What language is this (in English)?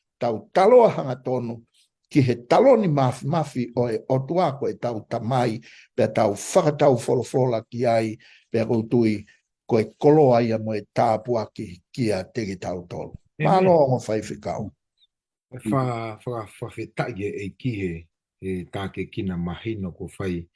Tongan